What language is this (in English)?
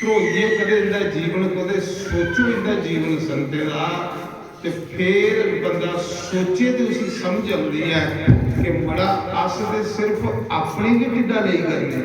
Dogri